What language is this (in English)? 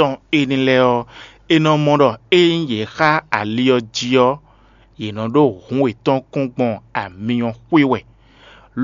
Fon